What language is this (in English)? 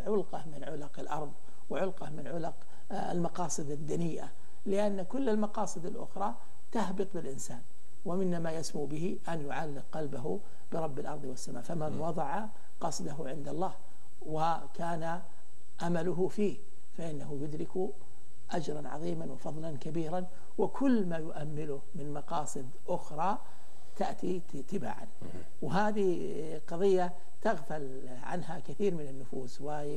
Arabic